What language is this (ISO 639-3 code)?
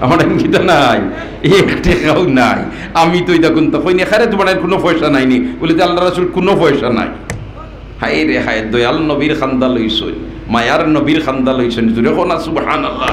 syl